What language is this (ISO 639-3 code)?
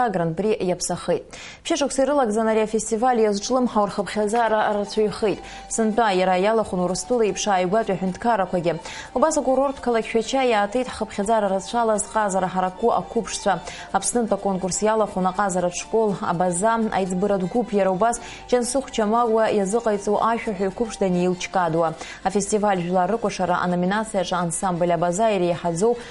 abk